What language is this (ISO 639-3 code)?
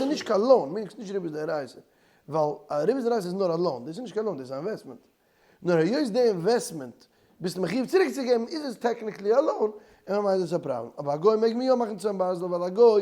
yid